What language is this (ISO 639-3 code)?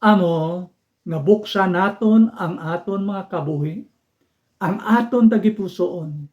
hil